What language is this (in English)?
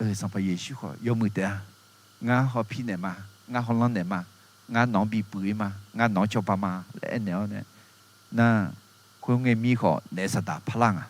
Akha